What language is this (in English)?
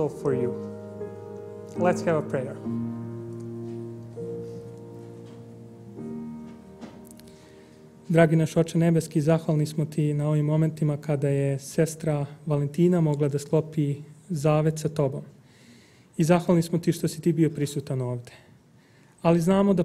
Serbian